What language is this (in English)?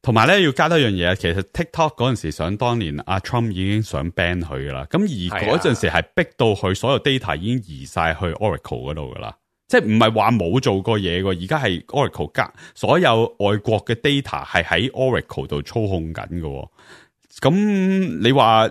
Cantonese